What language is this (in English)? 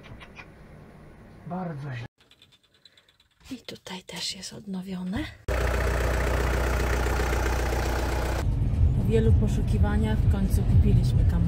Polish